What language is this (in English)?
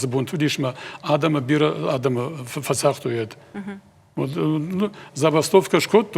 Ossetic